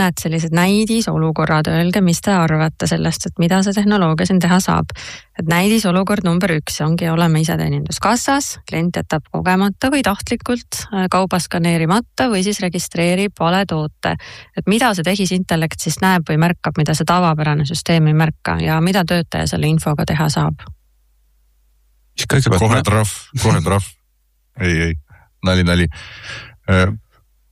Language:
Estonian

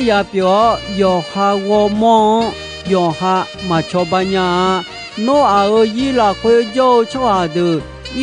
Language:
Akha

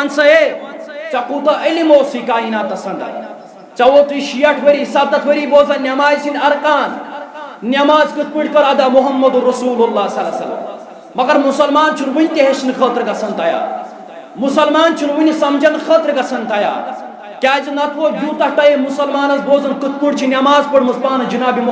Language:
Kashmiri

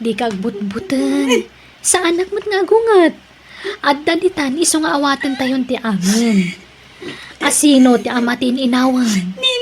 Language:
Iloko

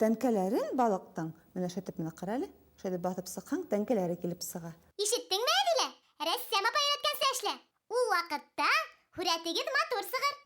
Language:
Bashkir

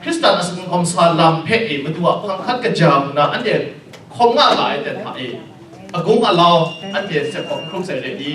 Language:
Kachin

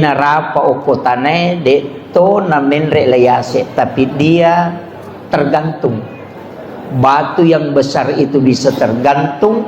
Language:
Buginese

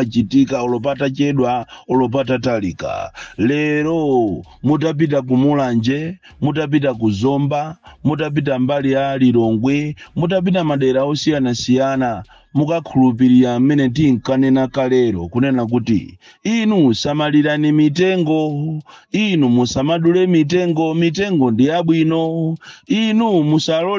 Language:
Nyanja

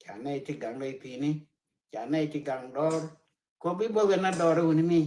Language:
Nuer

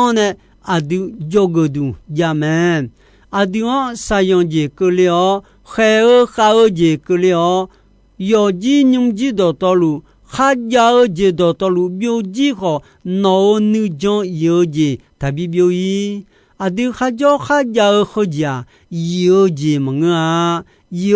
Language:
Akha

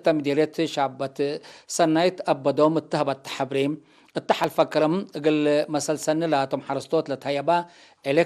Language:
Tigre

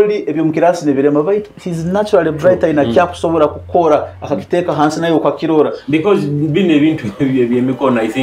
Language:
Nyoro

